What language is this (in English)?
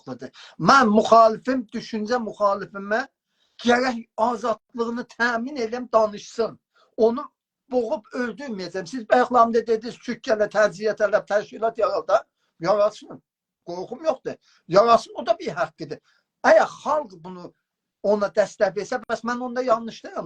South Azerbaijani